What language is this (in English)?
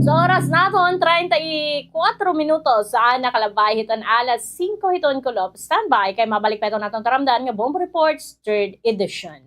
Waray